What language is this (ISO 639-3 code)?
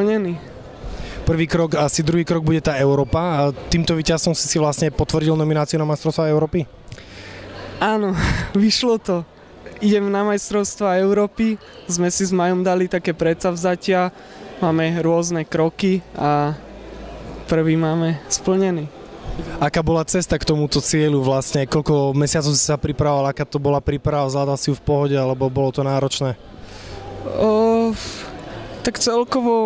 slk